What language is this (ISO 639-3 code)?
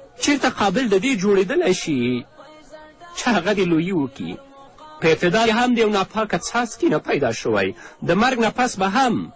pus